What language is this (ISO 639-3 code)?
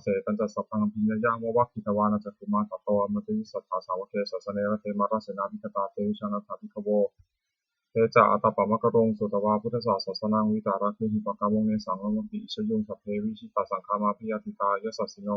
pli